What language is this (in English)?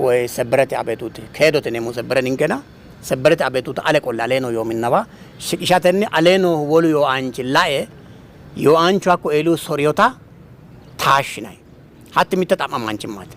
Sidamo